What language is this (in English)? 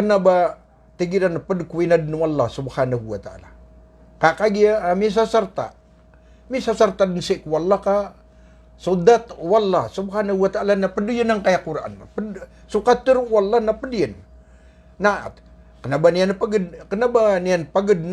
Maranao